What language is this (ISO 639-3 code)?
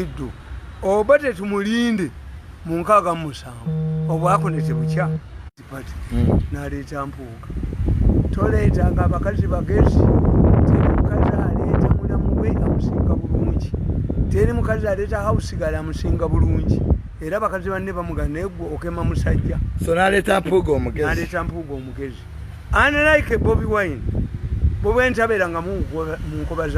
lug